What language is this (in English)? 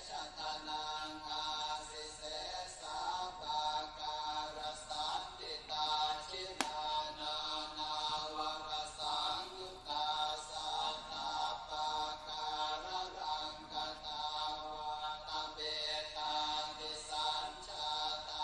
Pali